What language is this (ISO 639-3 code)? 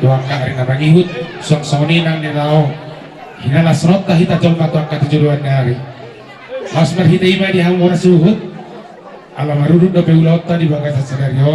bbc